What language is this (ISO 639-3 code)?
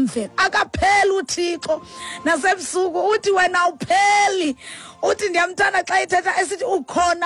xho